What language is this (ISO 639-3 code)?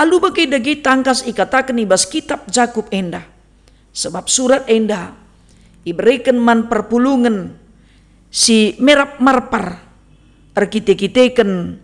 btx